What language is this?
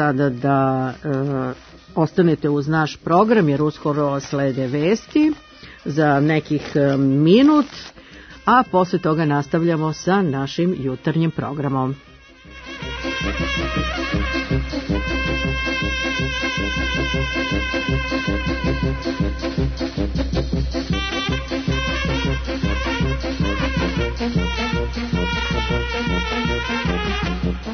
Serbian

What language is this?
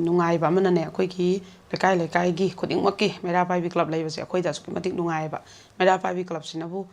Manipuri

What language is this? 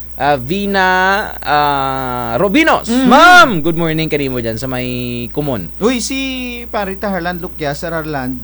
Kinaray-a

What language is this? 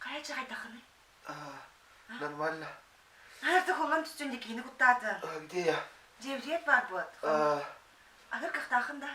Yakut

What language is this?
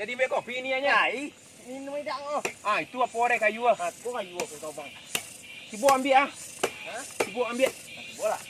Minangkabau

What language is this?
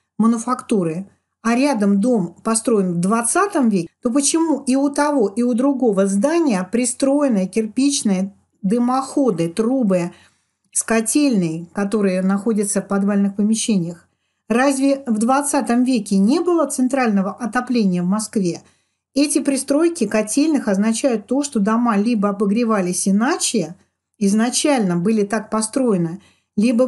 Russian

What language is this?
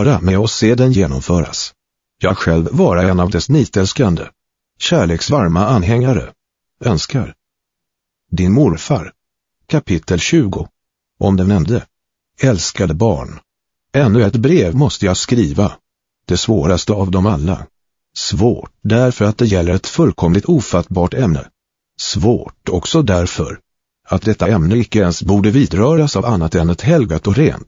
Swedish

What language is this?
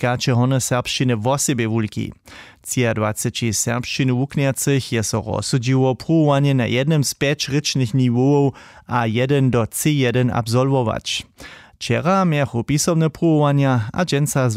Upper Sorbian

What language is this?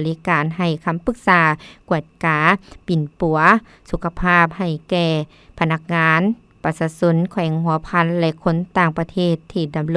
Lao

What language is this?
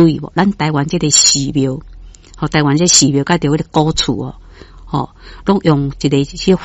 Min Nan Chinese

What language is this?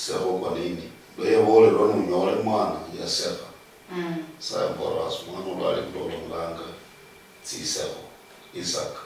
Luyia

